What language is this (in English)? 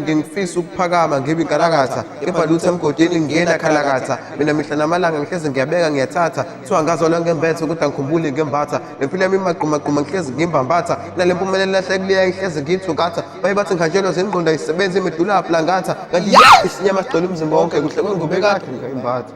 Zulu